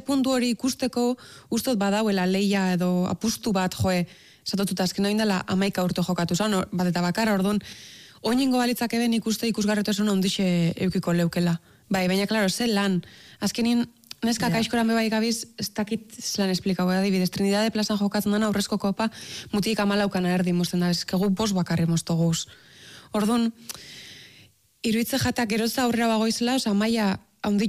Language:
Basque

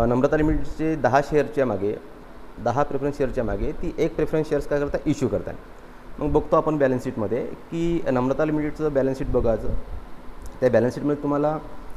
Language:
Marathi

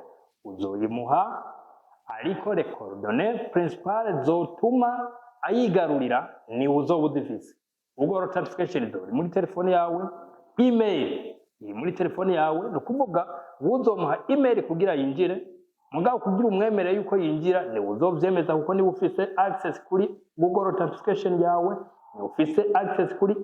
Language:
Rundi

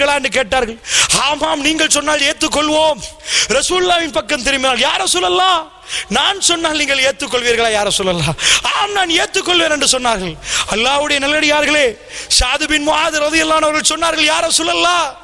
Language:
Tamil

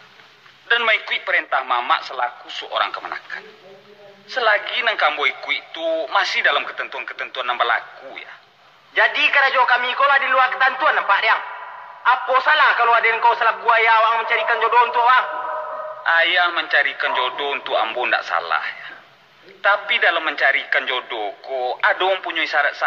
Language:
Minangkabau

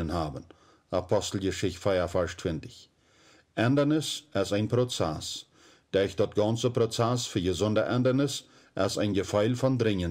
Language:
Plautdietsch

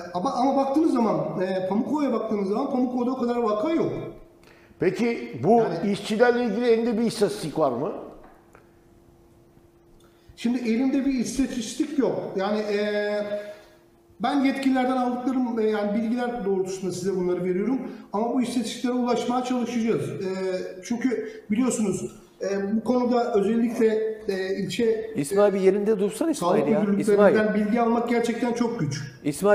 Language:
Turkish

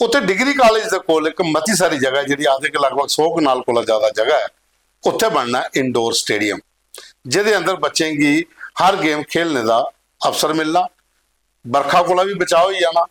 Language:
Dogri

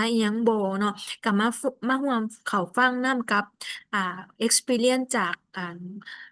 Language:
Lao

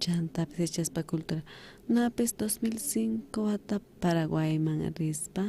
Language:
South Bolivian Quechua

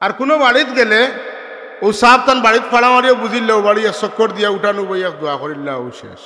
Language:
Sylheti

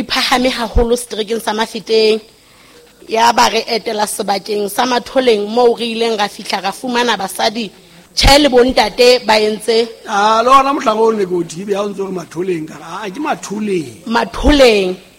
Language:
Southern Sotho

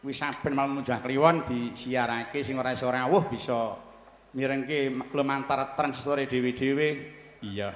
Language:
Javanese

